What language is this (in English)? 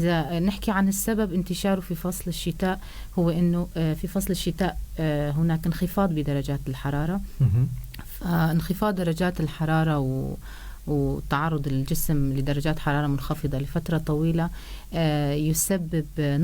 North Levantine Arabic